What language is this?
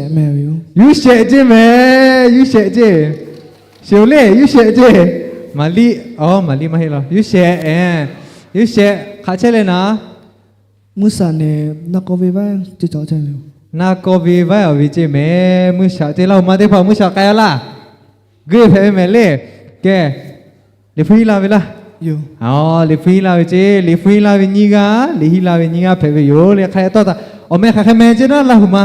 Lahu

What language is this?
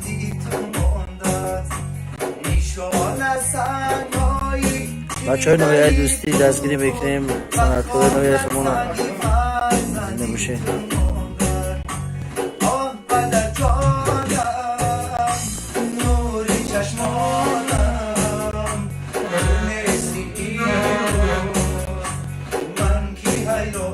Tajik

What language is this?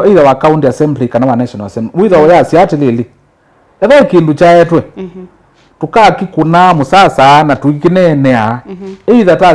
Kamba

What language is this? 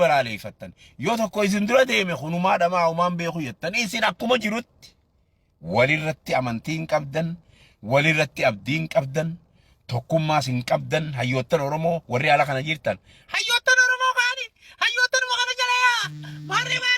Oromo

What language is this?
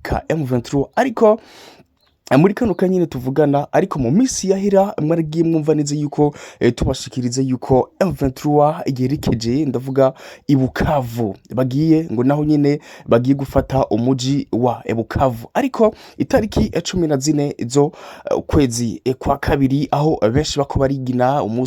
Rundi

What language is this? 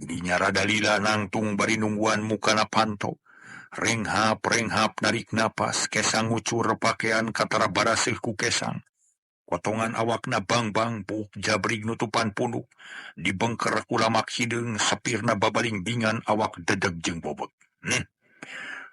Sundanese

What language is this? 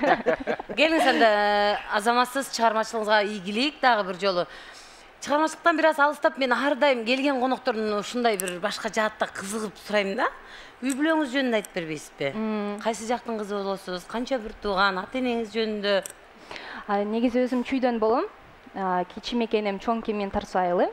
Kyrgyz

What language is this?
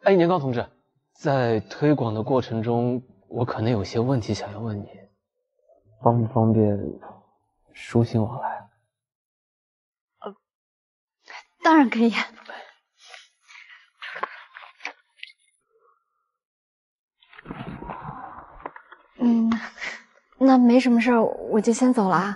Chinese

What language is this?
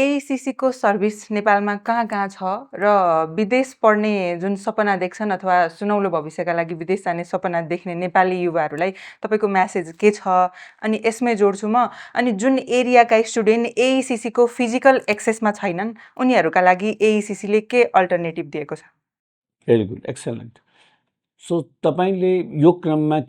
Nepali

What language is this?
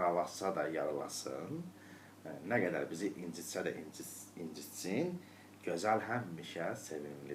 Azerbaijani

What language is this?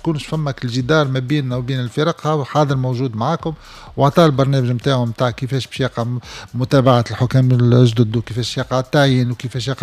Tunisian Arabic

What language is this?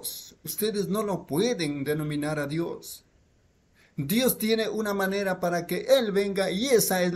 Spanish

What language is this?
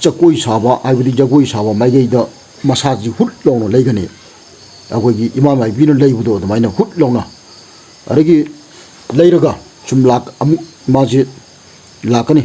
Manipuri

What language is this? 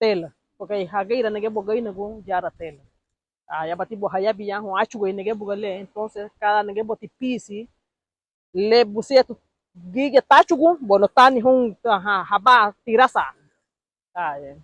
Garifuna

